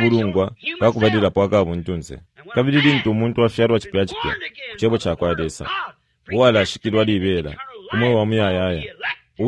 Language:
Bemba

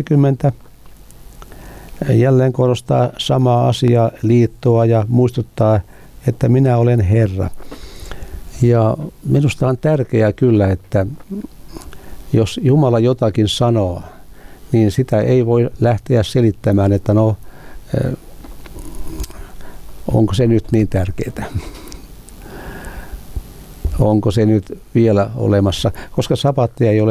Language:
Finnish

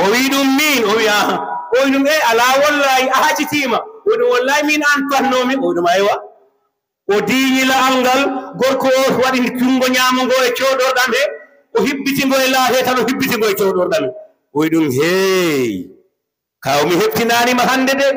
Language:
Fula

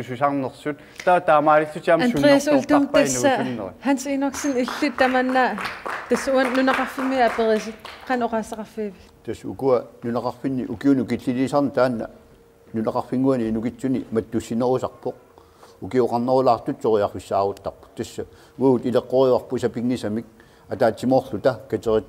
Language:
Kalaallisut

